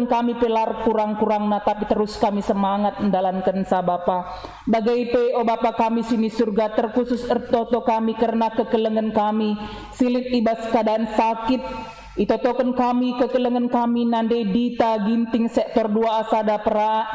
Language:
Batak Karo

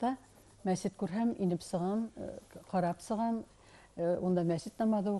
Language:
Bashkir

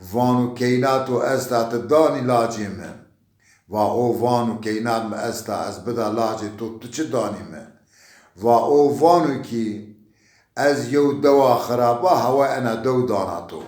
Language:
Zaza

